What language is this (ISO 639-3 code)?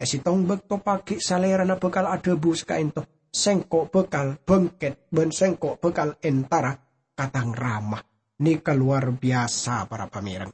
mad